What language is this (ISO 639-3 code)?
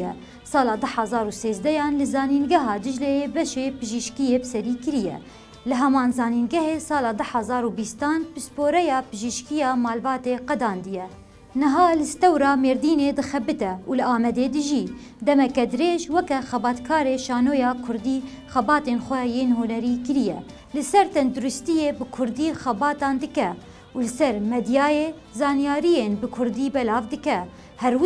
kur